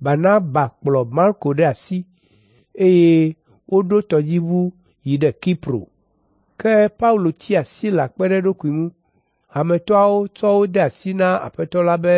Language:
Ewe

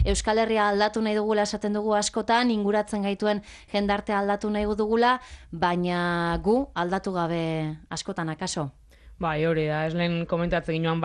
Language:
Basque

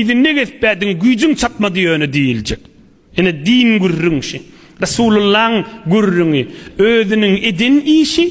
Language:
Turkmen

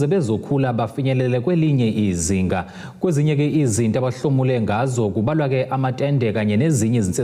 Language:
Zulu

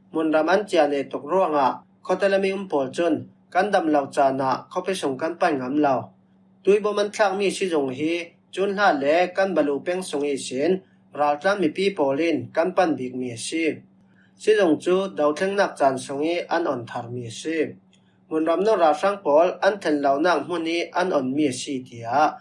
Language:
Falam Chin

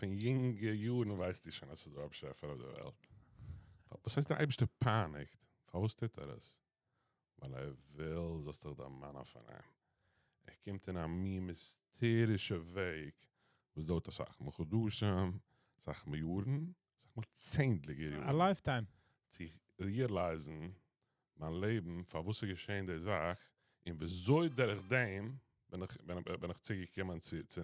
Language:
Yiddish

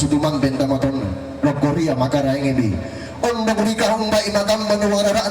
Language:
Toraja-Sa'dan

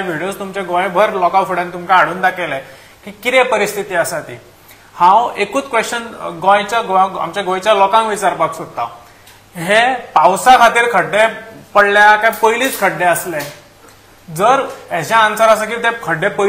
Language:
Konkani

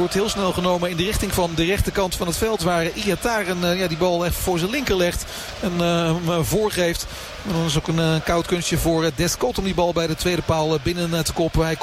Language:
Dutch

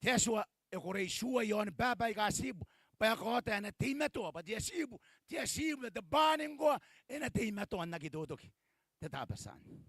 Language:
Gilbertese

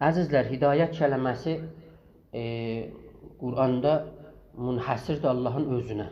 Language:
South Azerbaijani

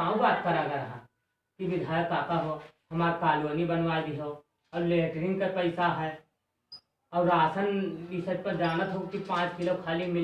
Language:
Awadhi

